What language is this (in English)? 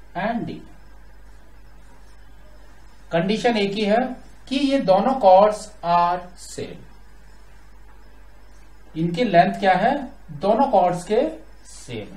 Hindi